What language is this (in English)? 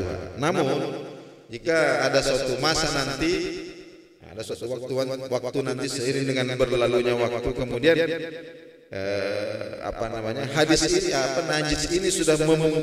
Indonesian